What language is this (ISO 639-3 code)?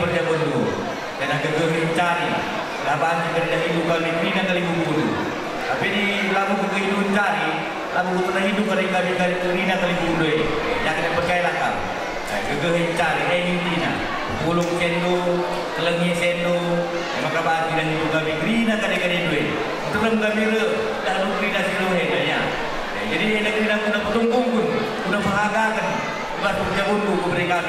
btx